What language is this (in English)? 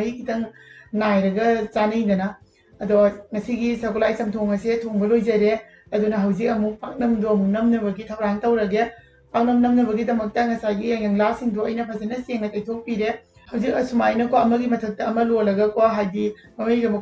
Manipuri